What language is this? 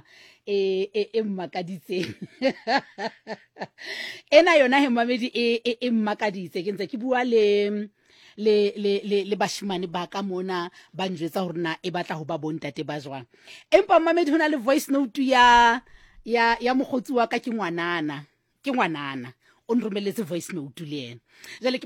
Southern Sotho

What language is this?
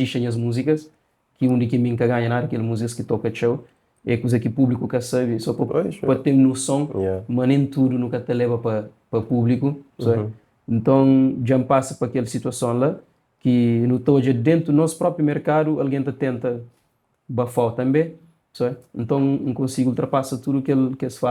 Kabuverdianu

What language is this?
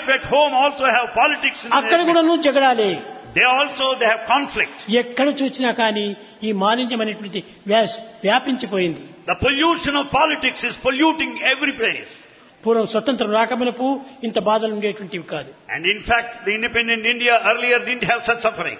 Telugu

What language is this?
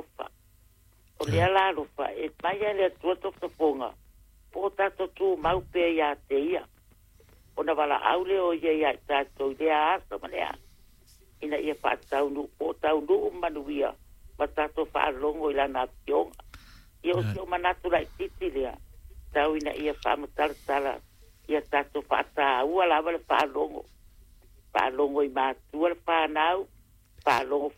Samoan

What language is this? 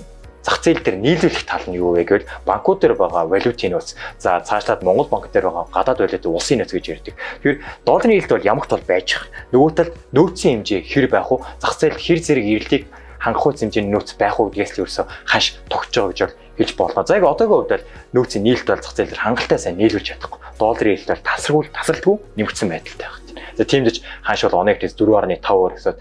Mongolian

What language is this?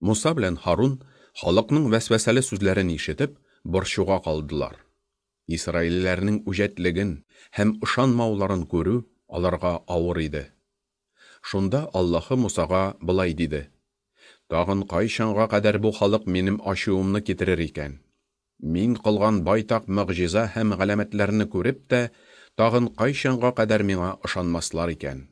Tatar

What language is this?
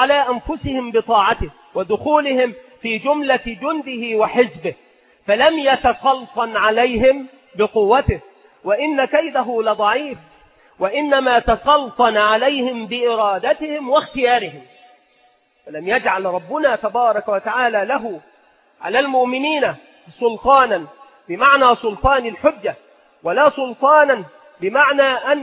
Arabic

